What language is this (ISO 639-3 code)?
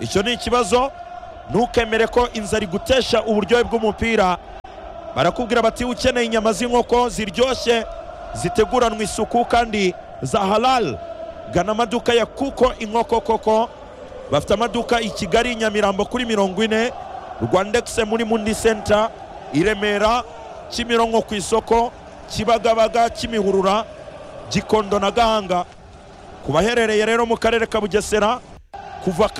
kin